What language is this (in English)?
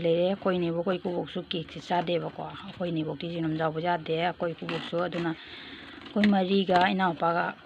Manipuri